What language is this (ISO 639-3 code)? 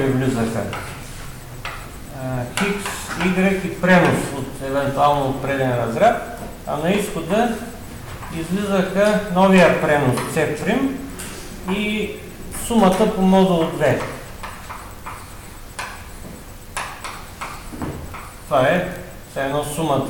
bul